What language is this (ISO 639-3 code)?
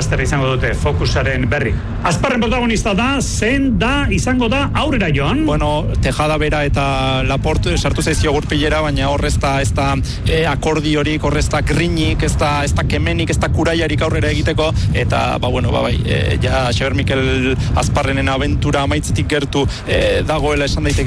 eus